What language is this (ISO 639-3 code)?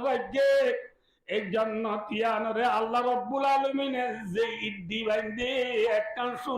rhg